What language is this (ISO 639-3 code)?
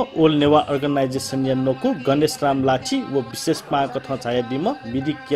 new